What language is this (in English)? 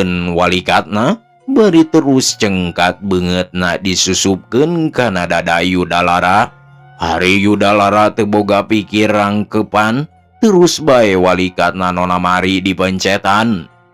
Sundanese